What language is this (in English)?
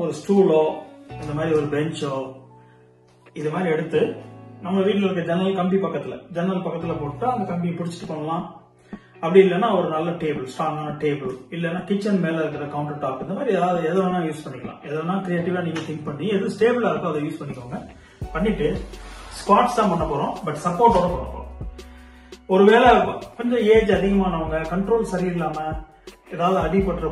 Tamil